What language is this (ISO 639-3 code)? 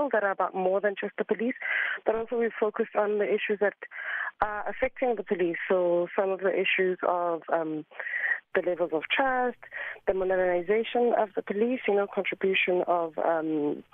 eng